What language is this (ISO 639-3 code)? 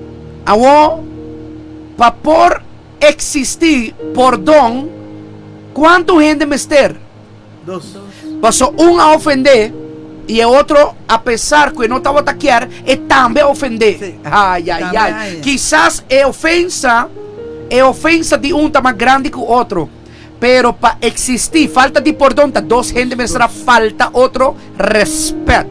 pap